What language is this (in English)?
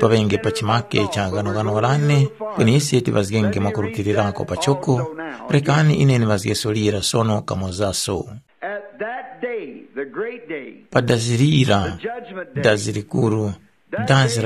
Tumbuka